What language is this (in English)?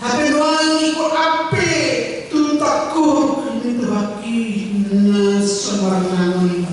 Batak Toba